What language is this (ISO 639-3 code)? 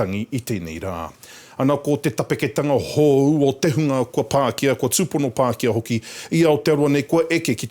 mri